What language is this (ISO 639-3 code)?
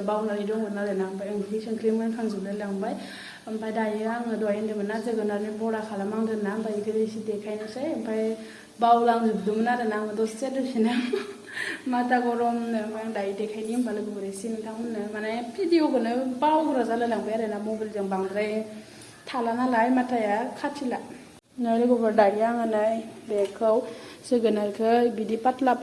brx